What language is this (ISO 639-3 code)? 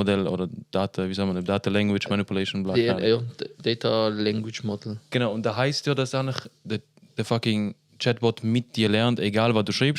gsw